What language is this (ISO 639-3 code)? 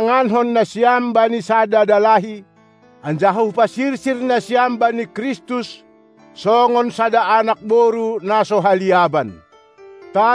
bts